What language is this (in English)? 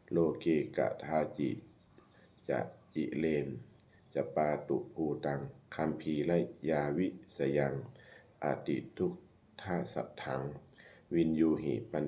Pali